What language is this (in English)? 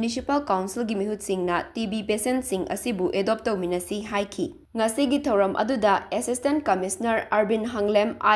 Manipuri